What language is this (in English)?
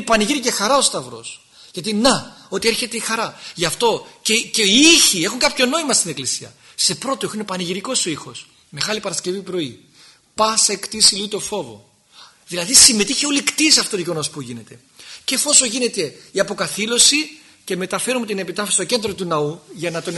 Greek